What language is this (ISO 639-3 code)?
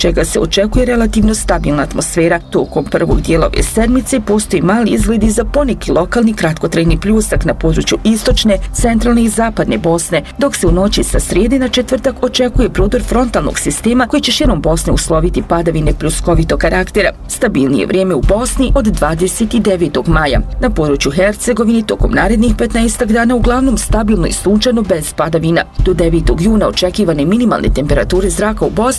bos